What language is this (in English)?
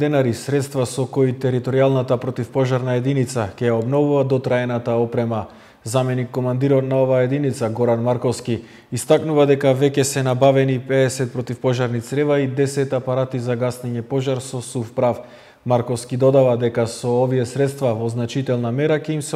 Macedonian